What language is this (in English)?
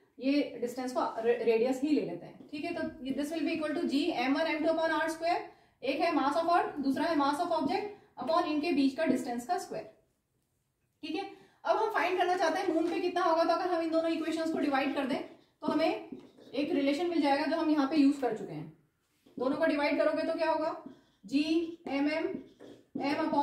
Hindi